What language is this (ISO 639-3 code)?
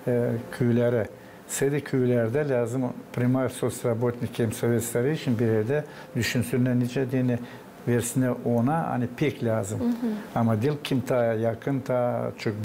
gag